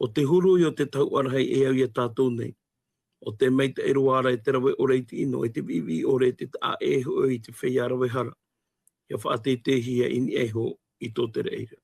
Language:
Tahitian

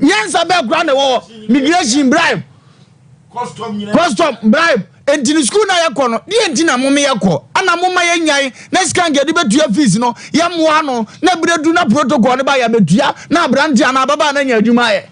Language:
Akan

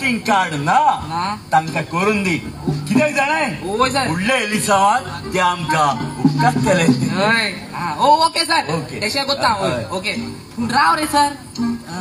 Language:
Konkani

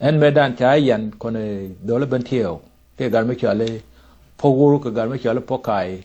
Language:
Nuer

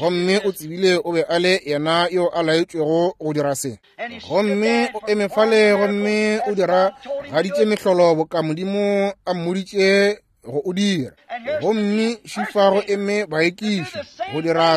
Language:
Northern Sotho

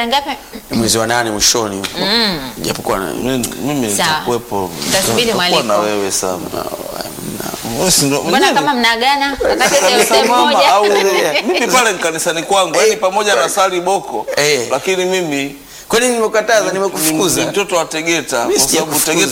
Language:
Swahili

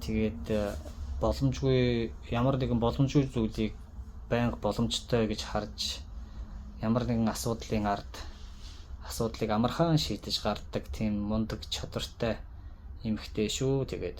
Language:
Mongolian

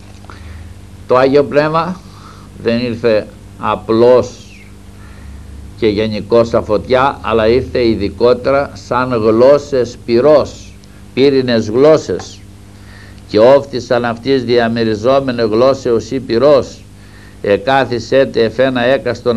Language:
Greek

